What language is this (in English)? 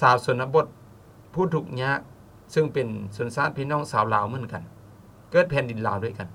Lao